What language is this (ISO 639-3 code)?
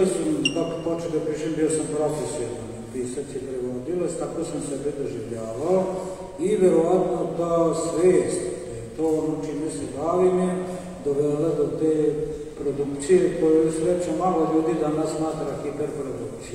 srp